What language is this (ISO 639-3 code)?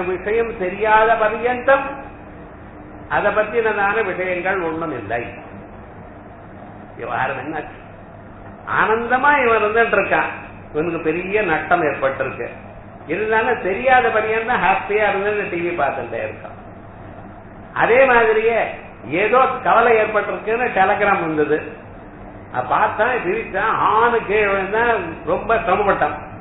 tam